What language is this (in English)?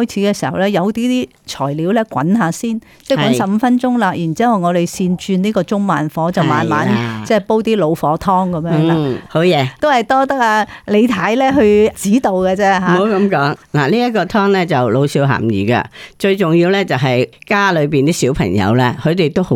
Cantonese